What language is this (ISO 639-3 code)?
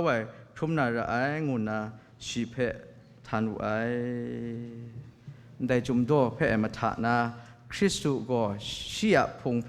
kac